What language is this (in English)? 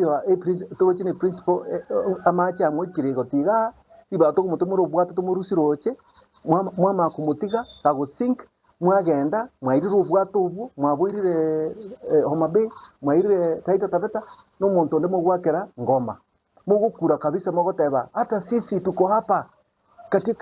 Gusii